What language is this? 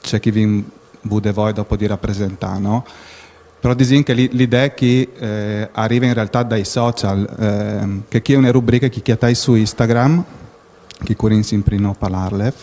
Friulian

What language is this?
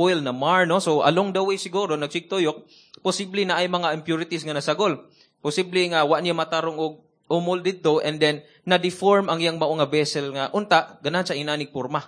Cebuano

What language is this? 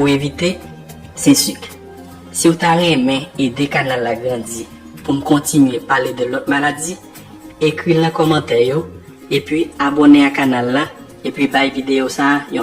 Haitian Creole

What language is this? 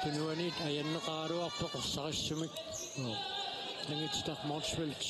Kalaallisut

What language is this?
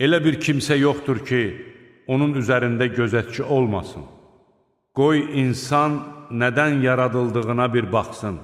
Azerbaijani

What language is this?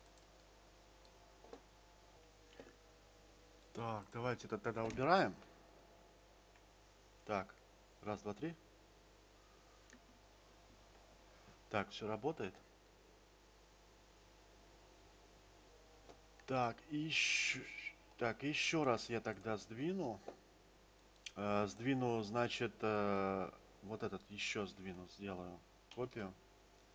Russian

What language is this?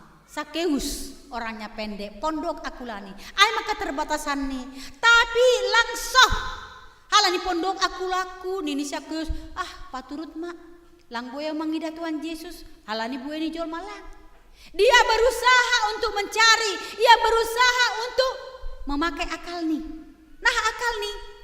Batak Simalungun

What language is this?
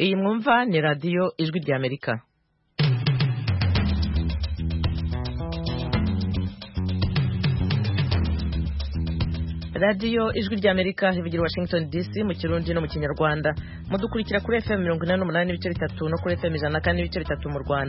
Kinyarwanda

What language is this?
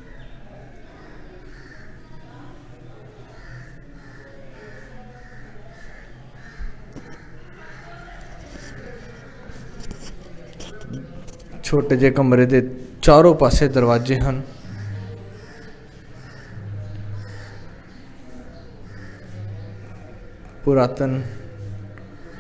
Punjabi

